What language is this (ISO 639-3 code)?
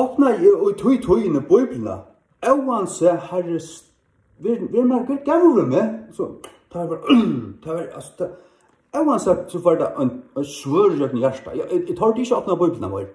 fao